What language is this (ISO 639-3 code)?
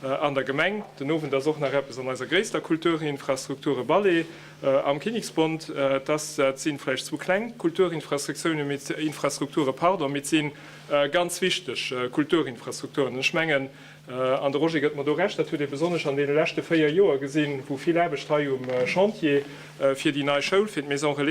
ltz